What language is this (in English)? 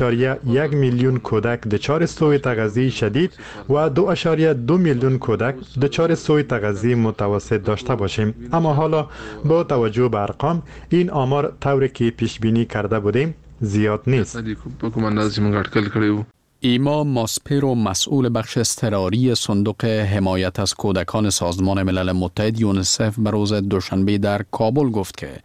Persian